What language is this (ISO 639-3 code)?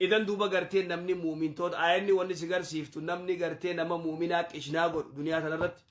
orm